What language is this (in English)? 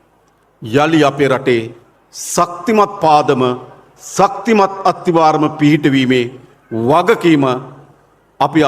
Sinhala